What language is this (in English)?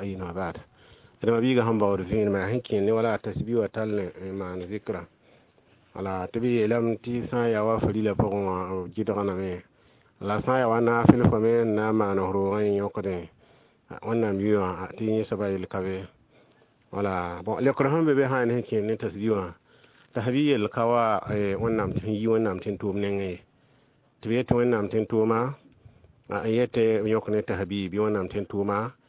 Mossi